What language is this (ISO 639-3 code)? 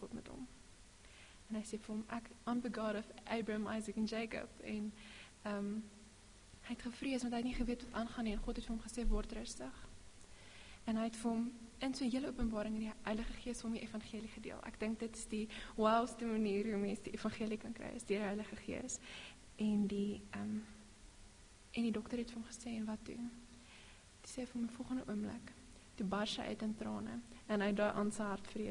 afr